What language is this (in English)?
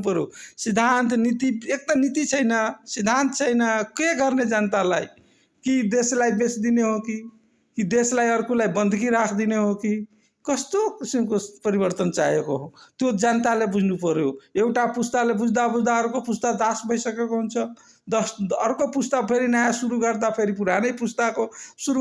Nepali